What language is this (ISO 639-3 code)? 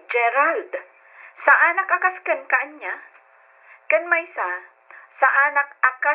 ilo